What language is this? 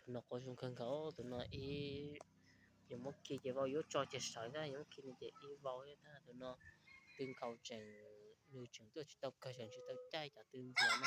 Hmong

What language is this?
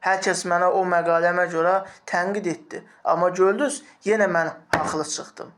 Azerbaijani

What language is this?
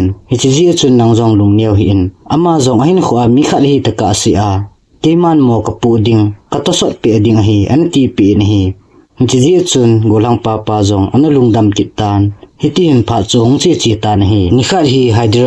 Thado Chin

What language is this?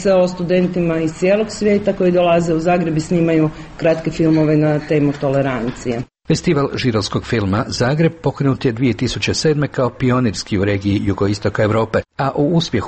Croatian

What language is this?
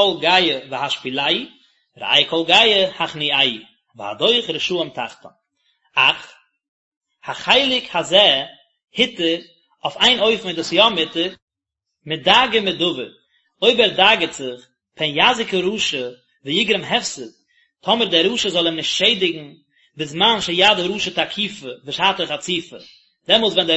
Yiddish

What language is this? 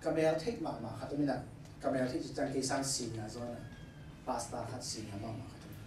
Tedim Chin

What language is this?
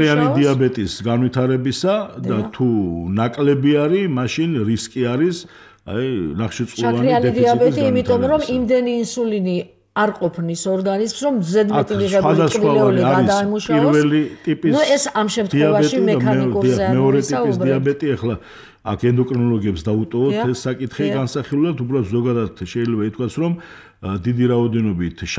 Georgian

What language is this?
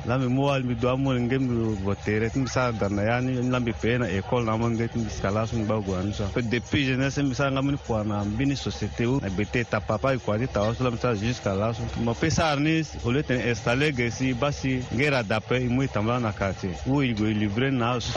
Sango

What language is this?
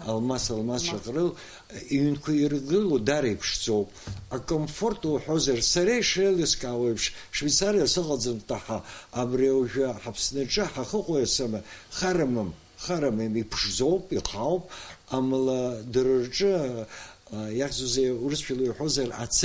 Abkhazian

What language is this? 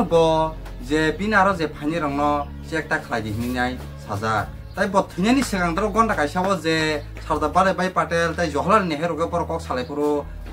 Kok Borok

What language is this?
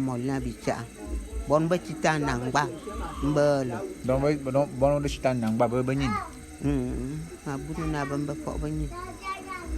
Bulu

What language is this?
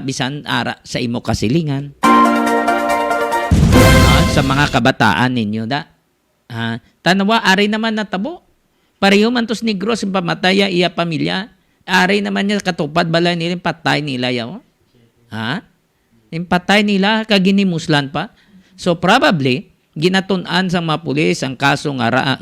Hiligaynon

